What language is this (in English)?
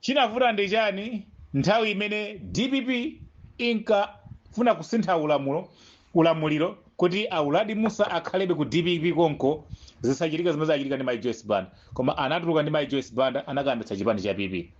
Nyanja